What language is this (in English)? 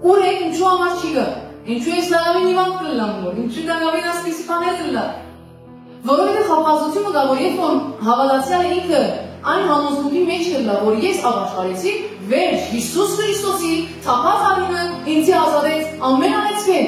Western Armenian